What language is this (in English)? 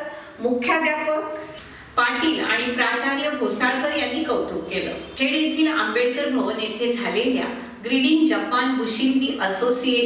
Marathi